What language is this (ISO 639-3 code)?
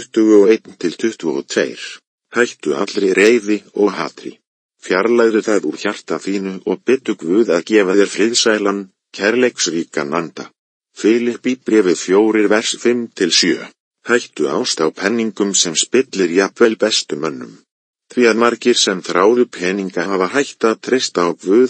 isl